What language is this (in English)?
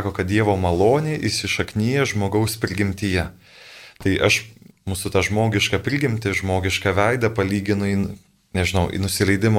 Lithuanian